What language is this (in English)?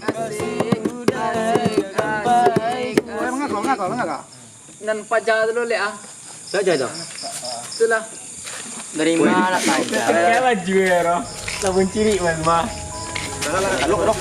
Minangkabau